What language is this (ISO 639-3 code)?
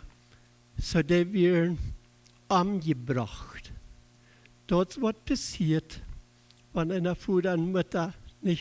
pdt